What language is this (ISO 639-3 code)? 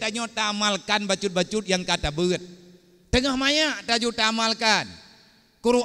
ace